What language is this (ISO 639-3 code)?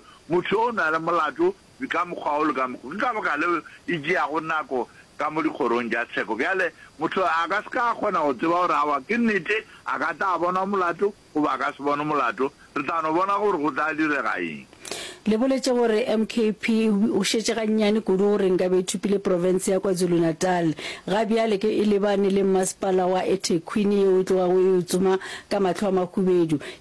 nso